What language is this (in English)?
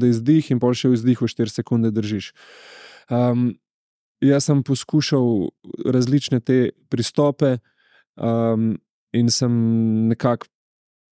Slovenian